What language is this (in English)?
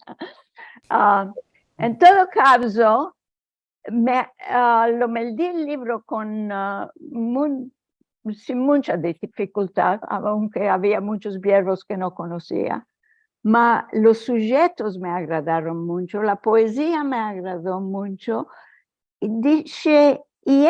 Ladino